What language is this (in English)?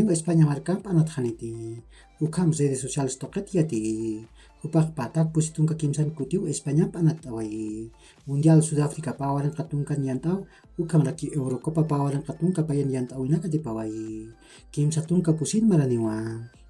Aymara